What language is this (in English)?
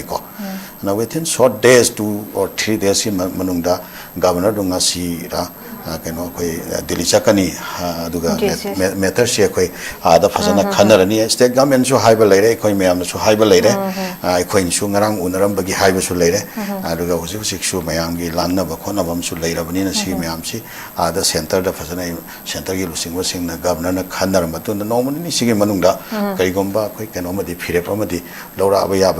Manipuri